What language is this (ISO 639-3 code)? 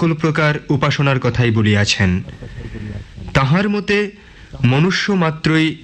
ben